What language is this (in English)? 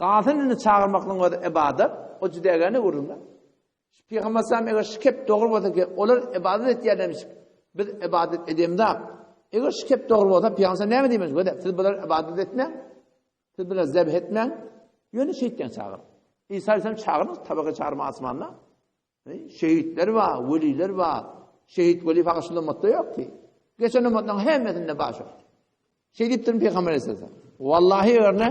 Turkmen